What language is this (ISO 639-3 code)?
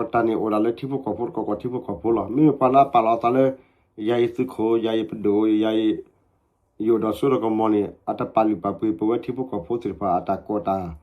ksw